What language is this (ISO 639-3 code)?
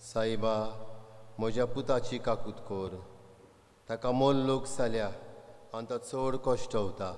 kok